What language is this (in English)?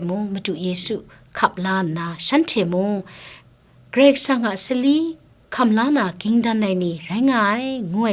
Kachin